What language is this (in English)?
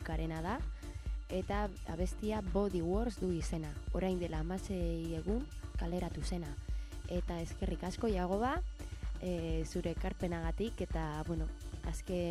Basque